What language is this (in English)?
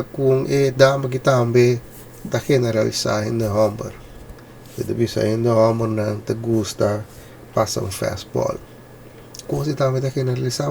Papiamento